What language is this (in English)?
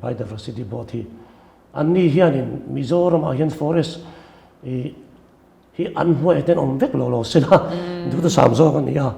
Mizo